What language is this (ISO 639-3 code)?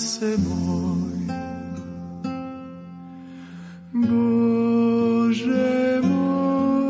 hrv